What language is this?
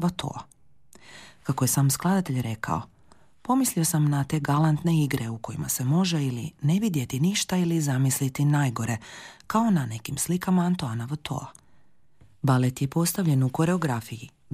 Croatian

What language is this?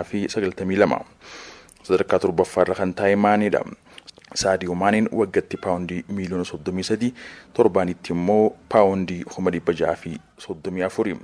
Oromo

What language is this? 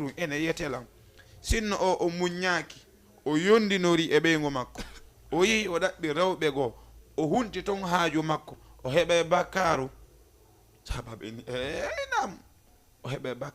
Fula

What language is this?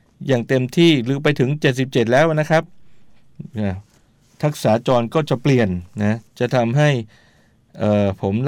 Thai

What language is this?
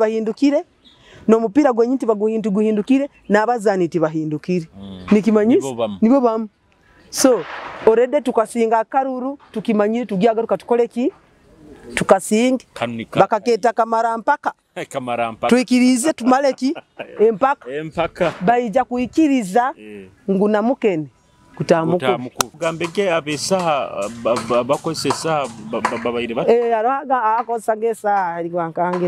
Nyoro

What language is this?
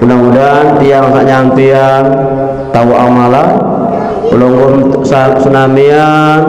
Sasak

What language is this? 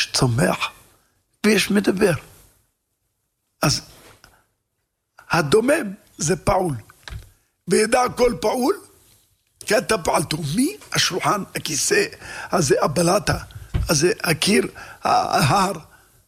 Hebrew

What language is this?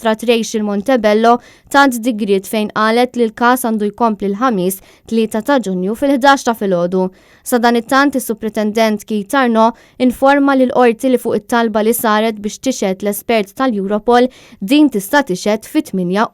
Maltese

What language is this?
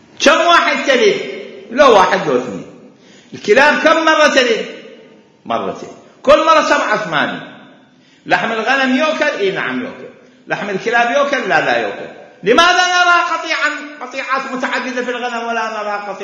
Mesopotamian Arabic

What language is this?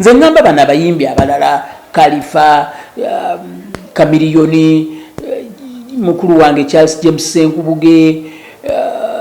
Ganda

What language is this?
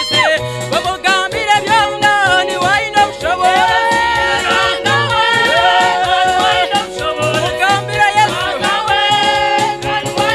Nyankole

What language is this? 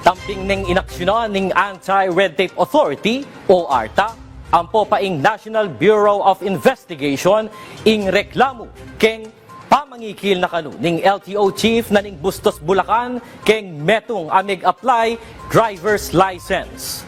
Pampanga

